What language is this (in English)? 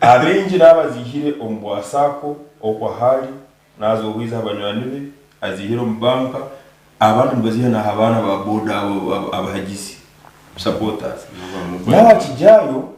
Nyankole